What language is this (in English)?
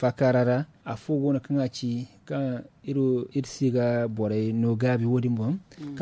Zarma